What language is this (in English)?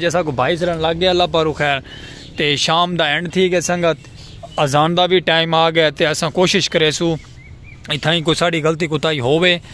Saraiki